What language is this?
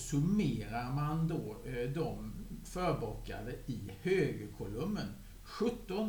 Swedish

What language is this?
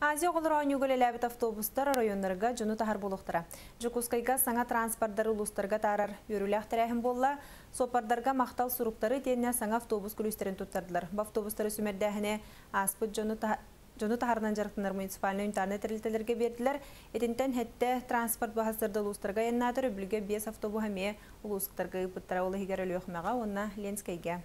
Yakut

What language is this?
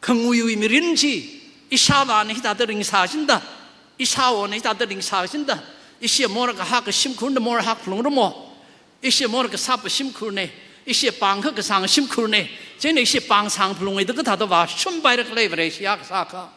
Tangkhul Naga (India)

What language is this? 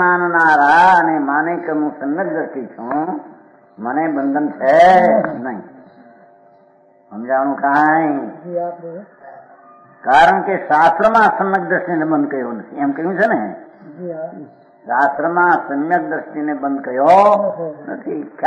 Gujarati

